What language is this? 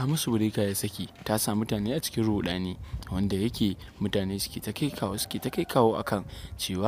Hausa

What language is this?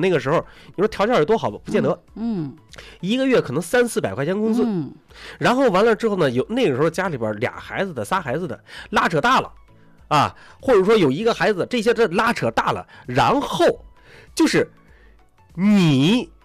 Chinese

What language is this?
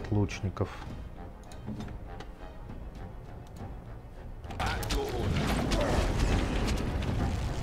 Russian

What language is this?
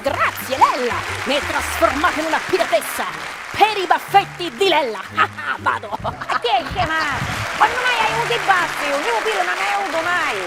Sicilian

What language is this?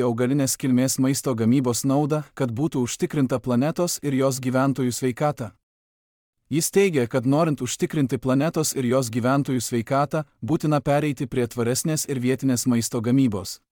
Lithuanian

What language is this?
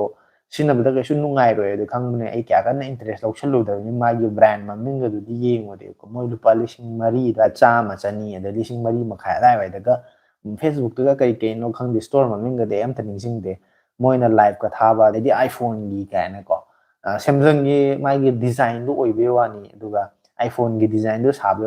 Manipuri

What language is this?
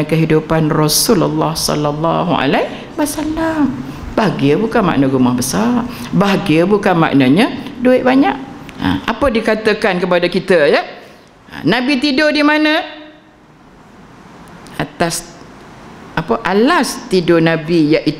Malay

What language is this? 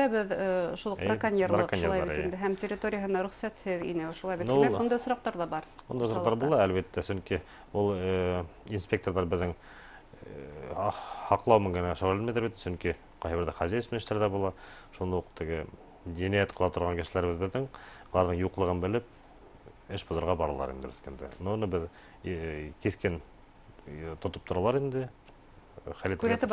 Bashkir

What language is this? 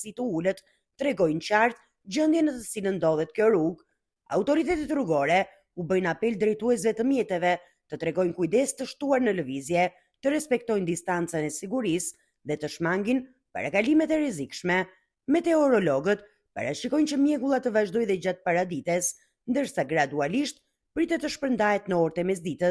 Albanian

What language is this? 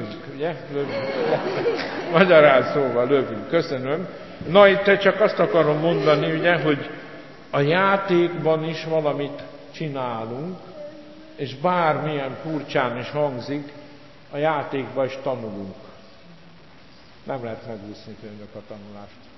Hungarian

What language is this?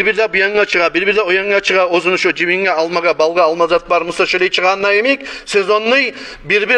Kumyk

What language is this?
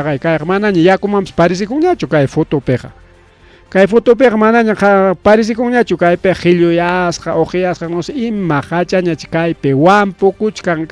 Ayacucho Quechua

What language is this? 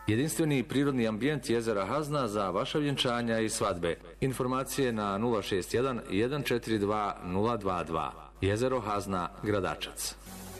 Bosnian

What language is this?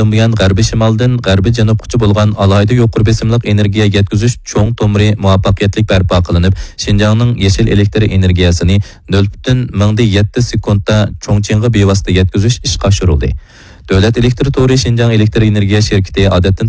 Uyghur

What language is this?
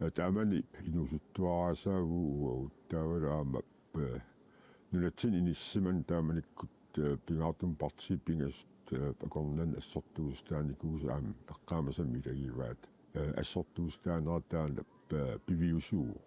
Kalaallisut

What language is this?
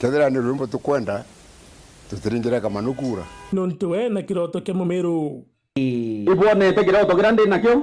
Meru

